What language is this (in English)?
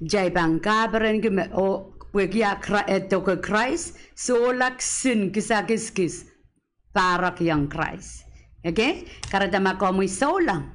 Pohnpeian